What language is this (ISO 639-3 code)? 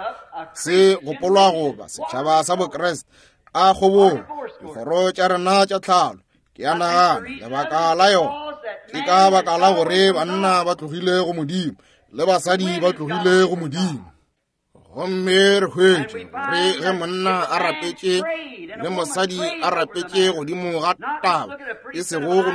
nso